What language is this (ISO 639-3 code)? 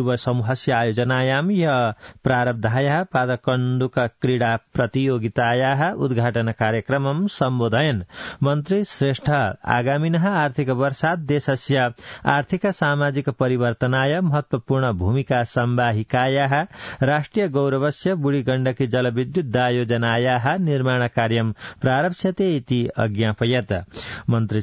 san